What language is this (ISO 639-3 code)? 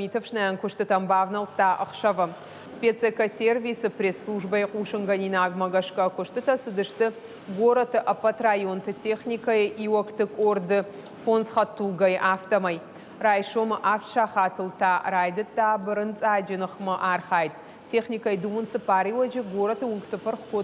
oss